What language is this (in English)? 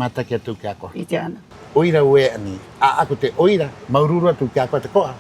Rapanui